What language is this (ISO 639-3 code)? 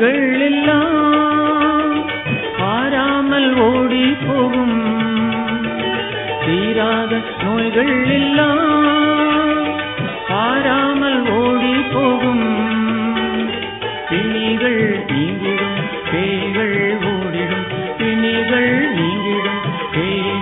tam